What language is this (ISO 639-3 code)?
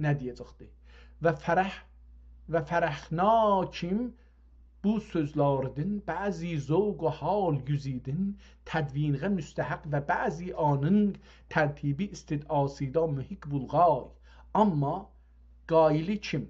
azb